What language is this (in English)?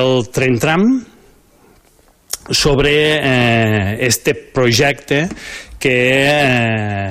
Catalan